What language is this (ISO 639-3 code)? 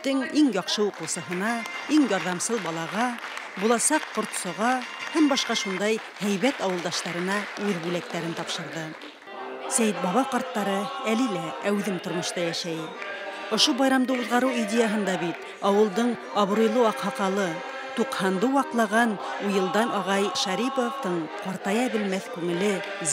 bak